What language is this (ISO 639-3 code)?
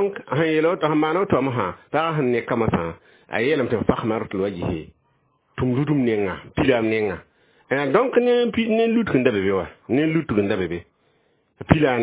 mos